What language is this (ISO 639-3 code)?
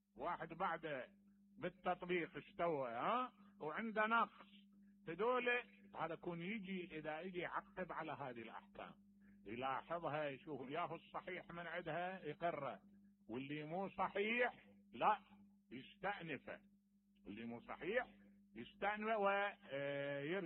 acm